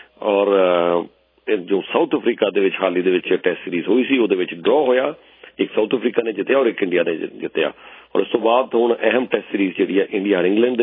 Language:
Punjabi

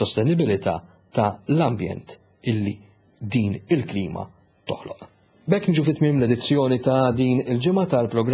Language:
Maltese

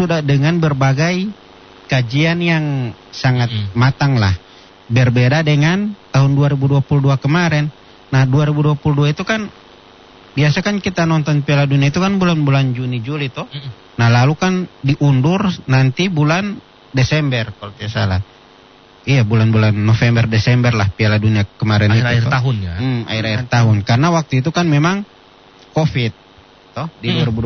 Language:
Indonesian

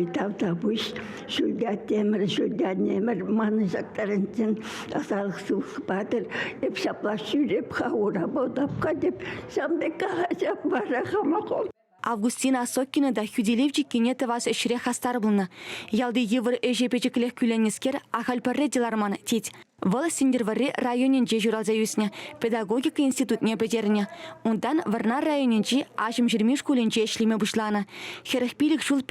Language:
Chuvash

